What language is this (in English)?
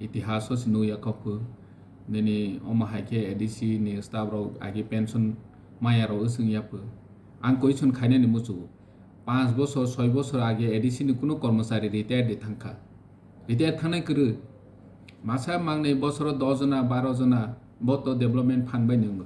Kok Borok